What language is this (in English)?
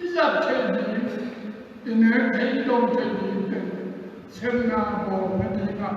Tedim Chin